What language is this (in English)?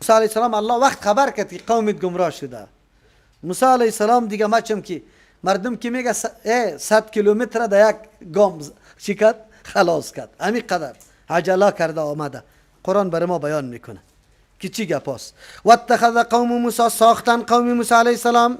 Persian